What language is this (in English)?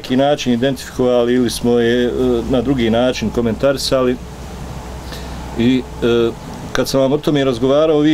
Bosnian